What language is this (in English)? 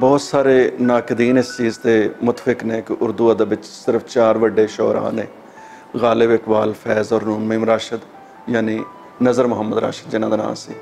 Western Panjabi